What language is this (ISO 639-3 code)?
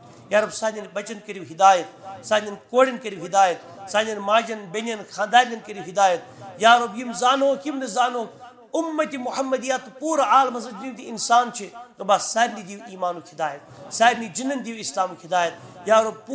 kas